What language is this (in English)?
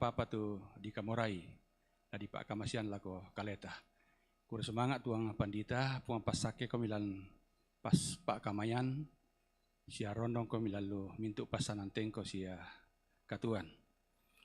Toraja-Sa'dan